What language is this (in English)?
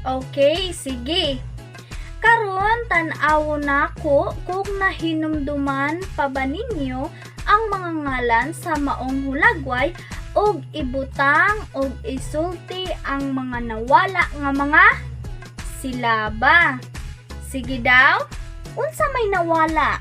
Cebuano